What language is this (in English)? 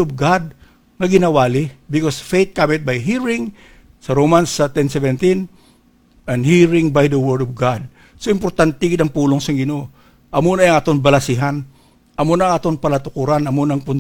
Hiligaynon